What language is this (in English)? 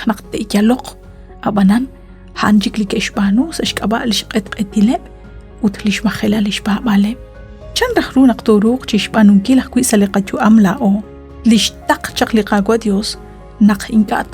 Kekchí